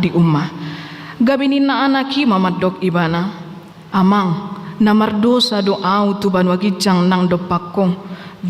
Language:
Batak Toba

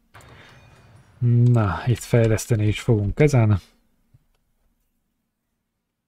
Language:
Hungarian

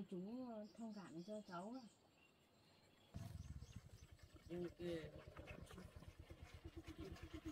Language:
Vietnamese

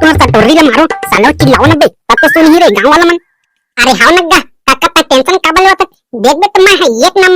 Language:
Chhattisgarhi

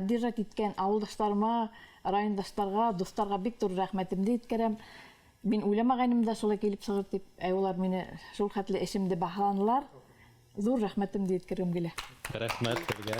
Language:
Bashkir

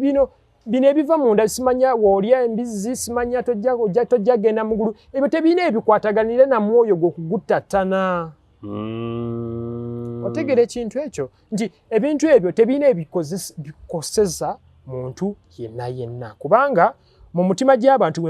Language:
Ganda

